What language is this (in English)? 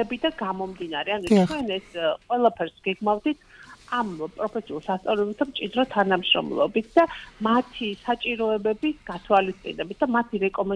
Georgian